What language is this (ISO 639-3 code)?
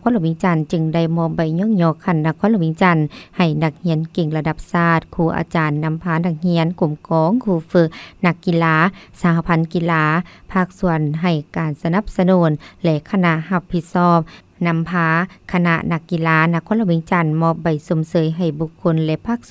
lao